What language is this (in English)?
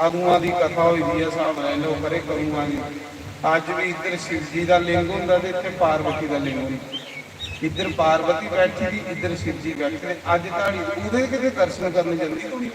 Dogri